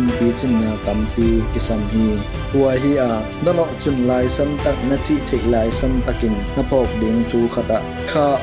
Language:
Tedim Chin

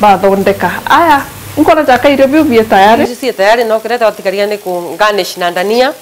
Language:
Meru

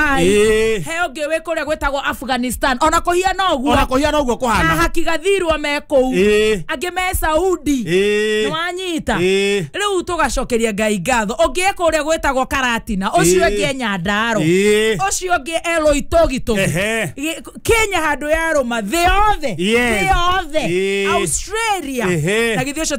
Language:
Kikuyu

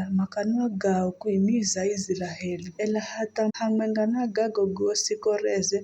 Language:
Giryama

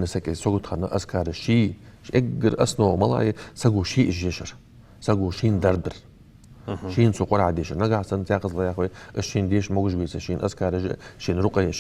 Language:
Ingush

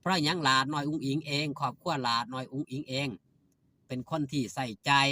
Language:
Northeastern Thai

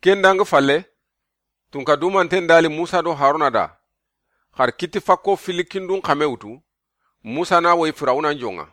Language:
Soninke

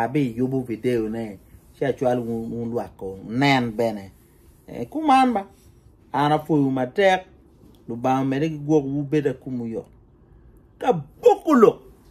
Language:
Acoli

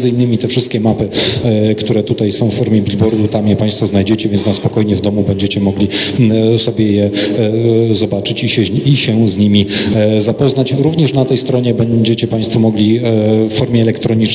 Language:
Polish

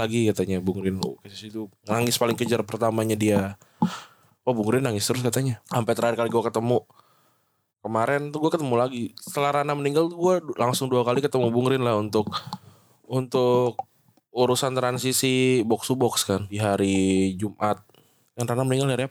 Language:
Indonesian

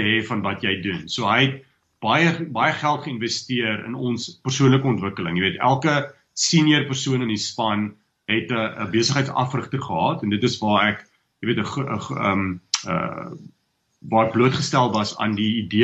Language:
Afrikaans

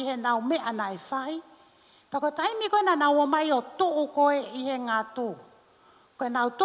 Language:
Tongan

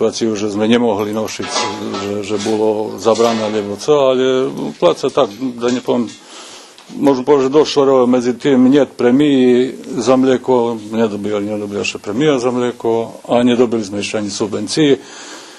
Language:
Rusyn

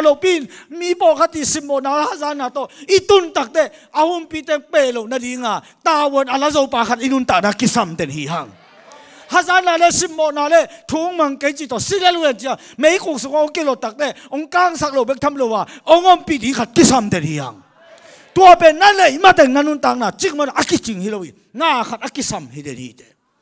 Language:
Tedim Chin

